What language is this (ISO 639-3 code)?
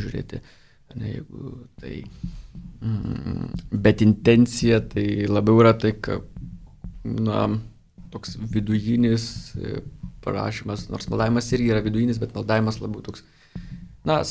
lit